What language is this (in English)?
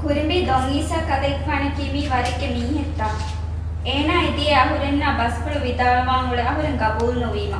Divehi